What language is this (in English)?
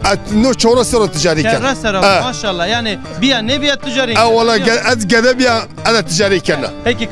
Zaza